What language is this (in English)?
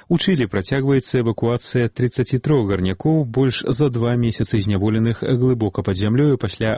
Belarusian